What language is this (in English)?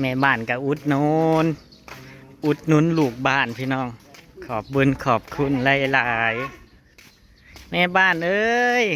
Northeastern Thai